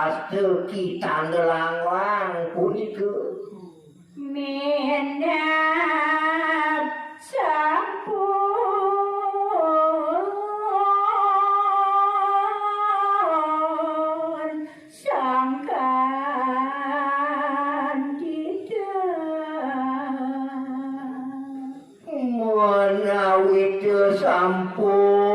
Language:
Balinese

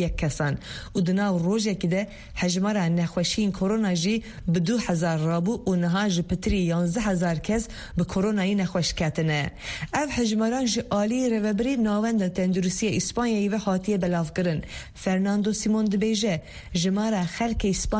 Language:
Kurdish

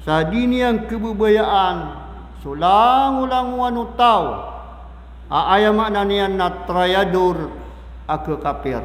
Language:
Maranao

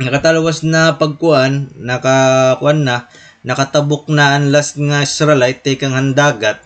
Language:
Waray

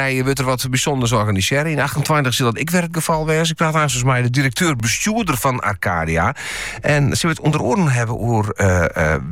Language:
Dutch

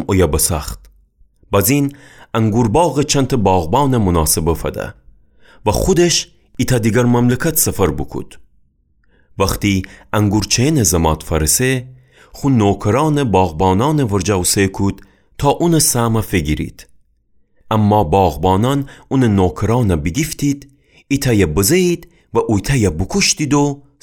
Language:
Gilaki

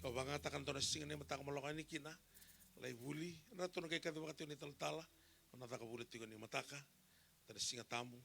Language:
Fijian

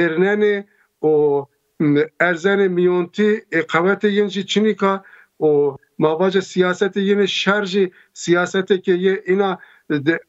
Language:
Zaza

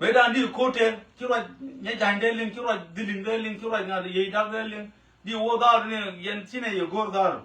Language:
Nuer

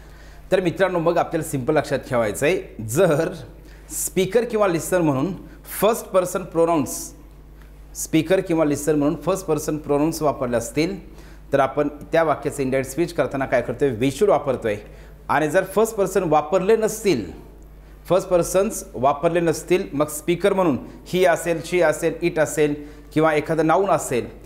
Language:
Marathi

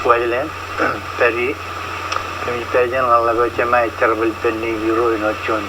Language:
Marshallese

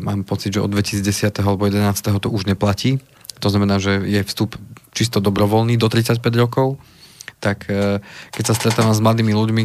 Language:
Slovak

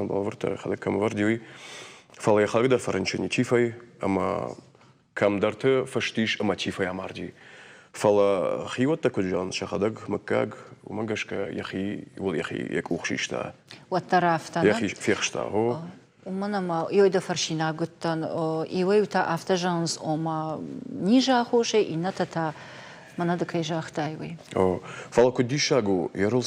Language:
Ossetic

